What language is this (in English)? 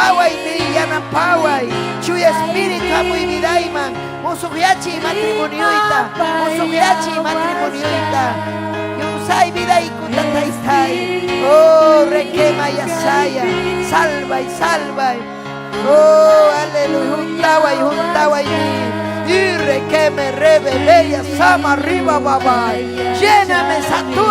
Ayacucho Quechua